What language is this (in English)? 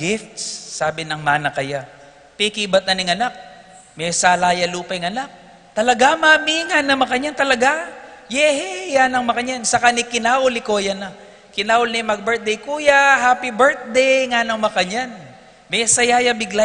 Pampanga